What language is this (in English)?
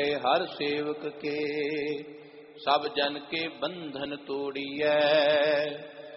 Punjabi